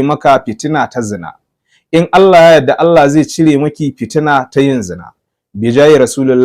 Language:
Hausa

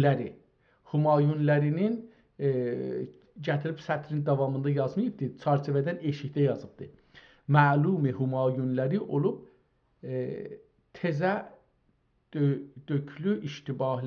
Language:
South Azerbaijani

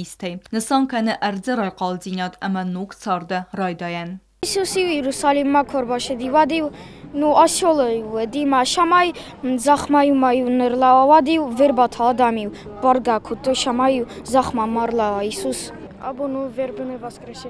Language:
Ossetic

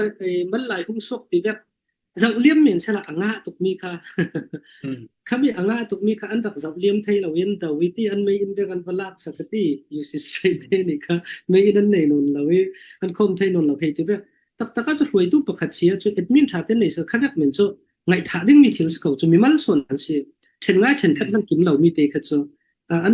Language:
Falam Chin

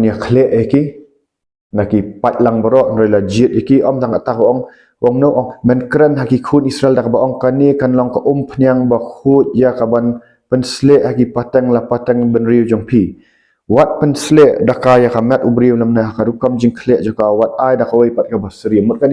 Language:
Khasi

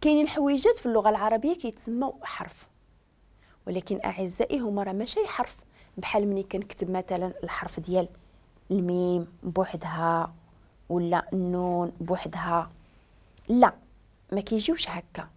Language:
Moroccan Arabic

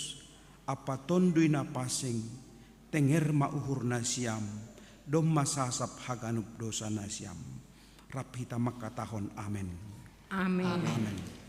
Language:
Batak Simalungun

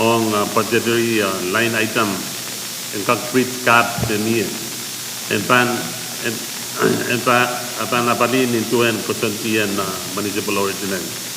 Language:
Pohnpeian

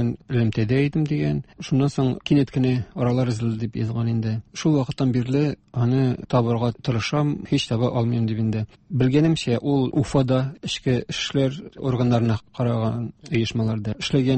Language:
Tatar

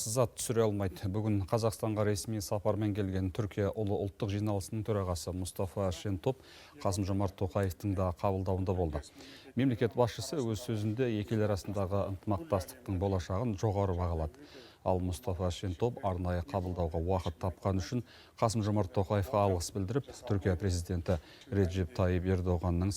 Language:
Kazakh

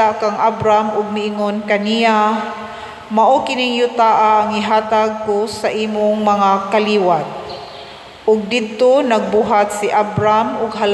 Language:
Cebuano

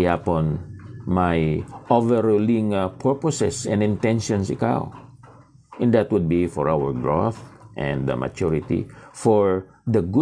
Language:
Hiligaynon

